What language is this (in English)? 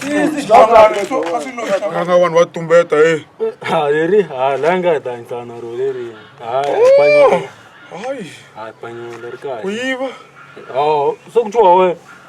Tsonga